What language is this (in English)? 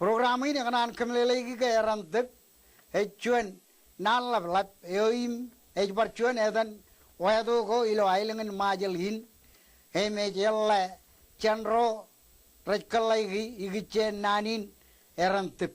Marshallese